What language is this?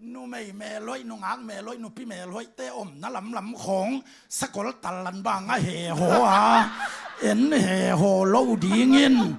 Tedim Chin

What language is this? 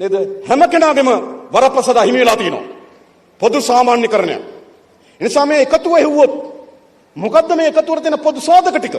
Sinhala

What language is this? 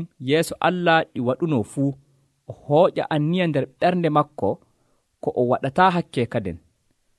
Nigerian Fulfulde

